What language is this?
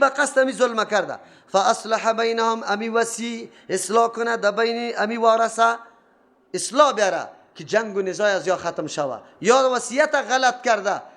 Persian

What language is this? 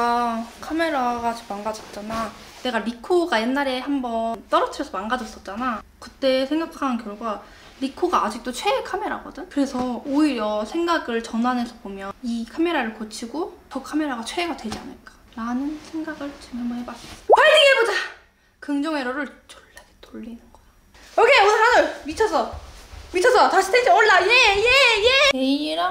Korean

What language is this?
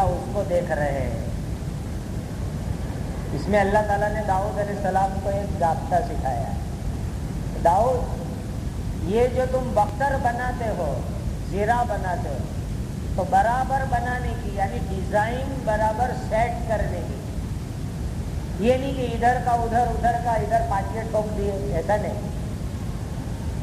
Urdu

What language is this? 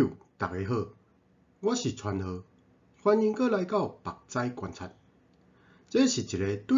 Min Nan Chinese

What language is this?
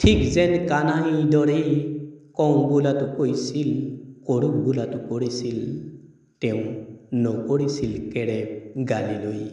Assamese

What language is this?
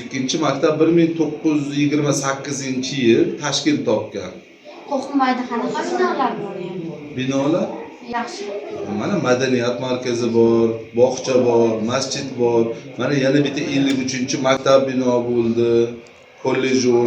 Uzbek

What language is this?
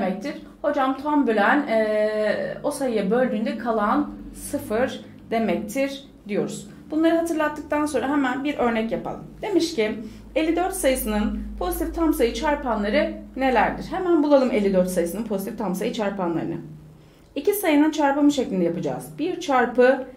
Turkish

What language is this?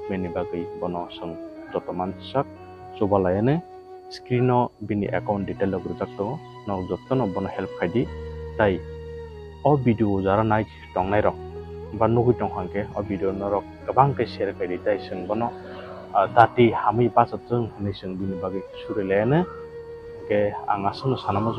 Kok Borok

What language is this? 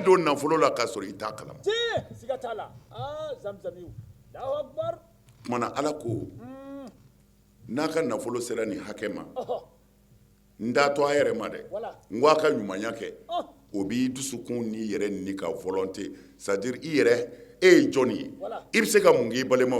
Bambara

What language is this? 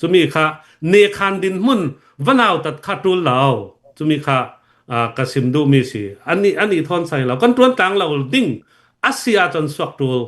Hakha Chin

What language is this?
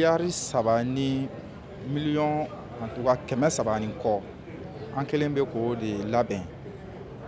Bambara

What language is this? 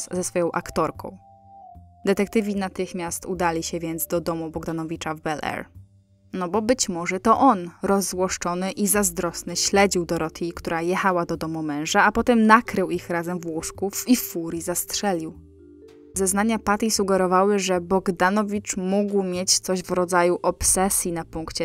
Polish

